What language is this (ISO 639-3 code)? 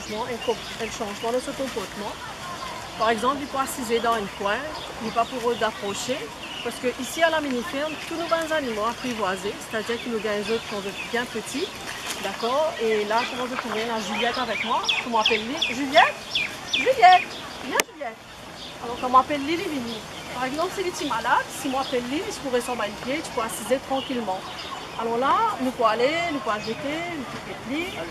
mfe